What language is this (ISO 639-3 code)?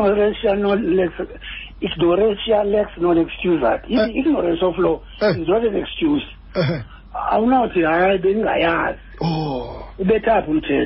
xho